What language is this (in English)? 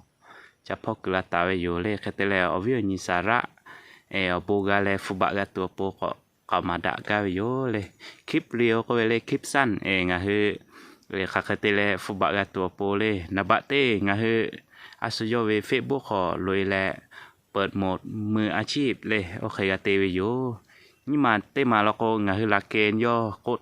Lahu